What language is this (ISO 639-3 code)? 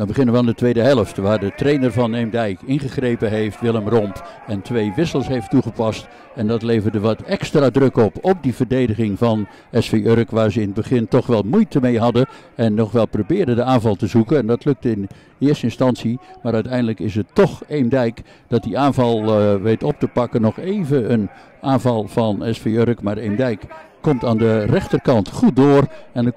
nld